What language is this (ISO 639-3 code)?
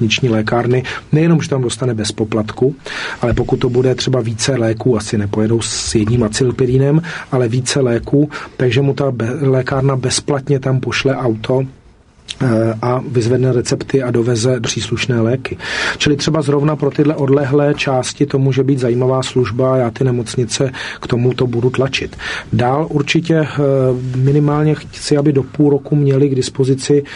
ces